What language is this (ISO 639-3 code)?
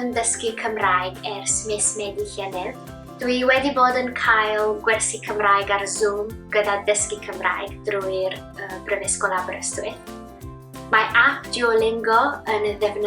cym